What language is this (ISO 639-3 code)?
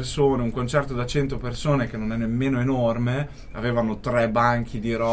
ita